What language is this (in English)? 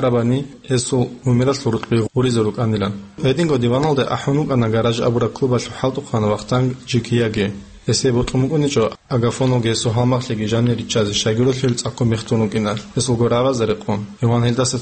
Avaric